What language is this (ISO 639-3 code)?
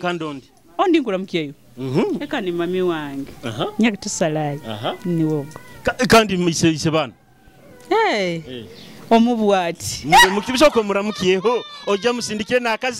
nyo